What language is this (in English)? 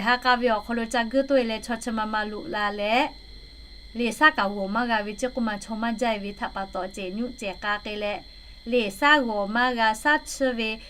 Lahu